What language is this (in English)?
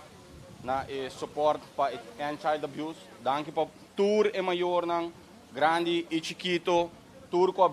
Papiamento